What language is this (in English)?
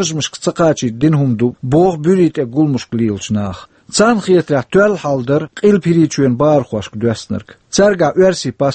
Chechen